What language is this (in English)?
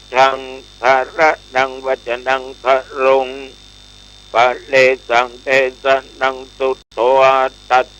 Pali